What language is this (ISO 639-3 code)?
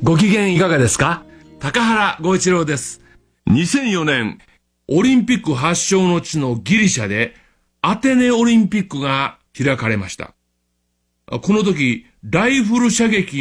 jpn